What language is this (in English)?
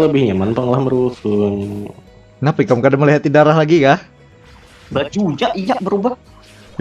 Banjar